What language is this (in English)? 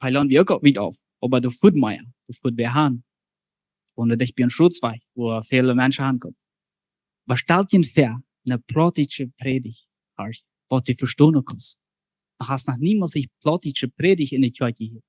Plautdietsch